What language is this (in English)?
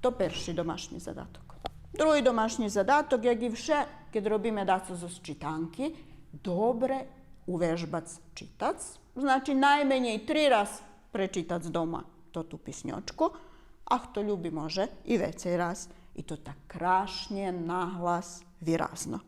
Rusyn